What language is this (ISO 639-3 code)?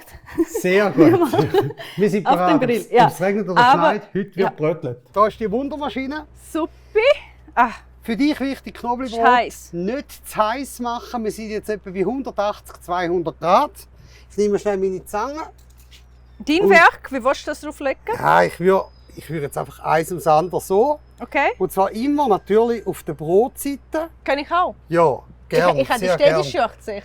gsw